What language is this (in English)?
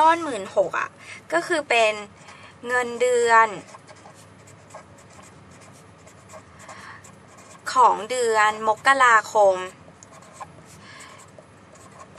Thai